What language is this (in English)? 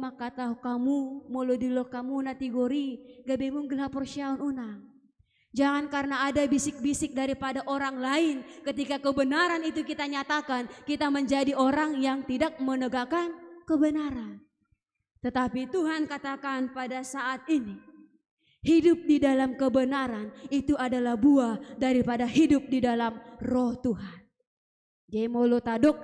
Batak Toba